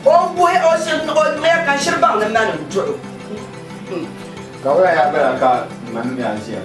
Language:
Dagbani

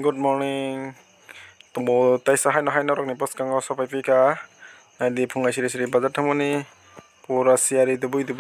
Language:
Kok Borok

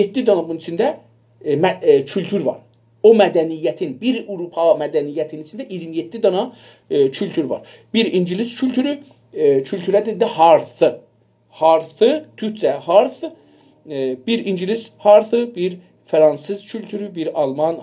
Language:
South Azerbaijani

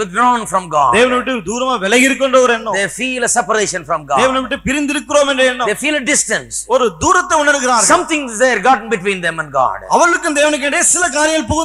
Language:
Tamil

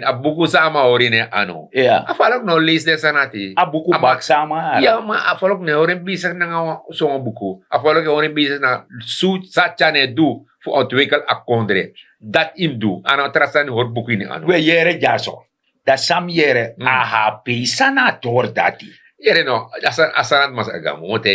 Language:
Sranan Tongo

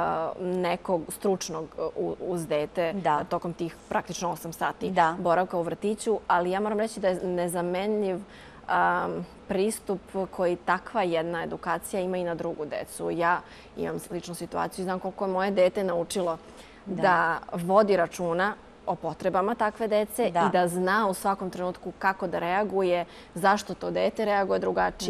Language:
Serbian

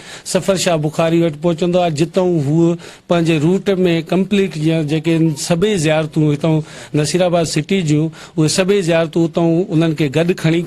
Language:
Sindhi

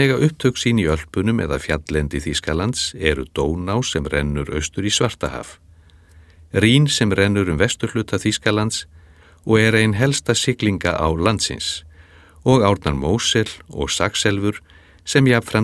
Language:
Icelandic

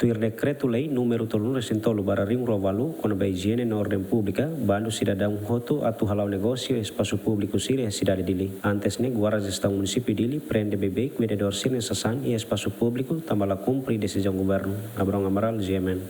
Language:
Tetum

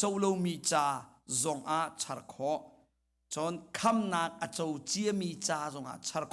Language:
Hakha Chin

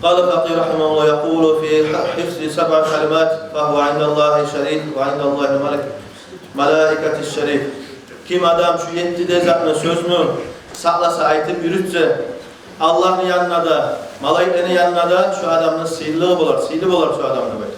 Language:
Kumyk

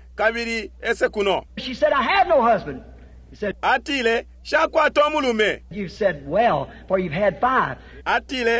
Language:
Bemba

